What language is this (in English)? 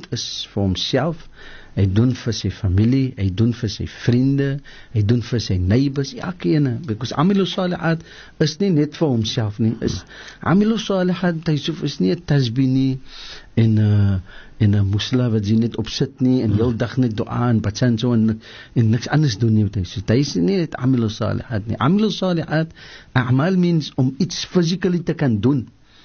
Afrikaans